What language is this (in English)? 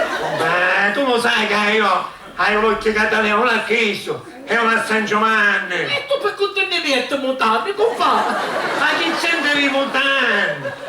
Sicilian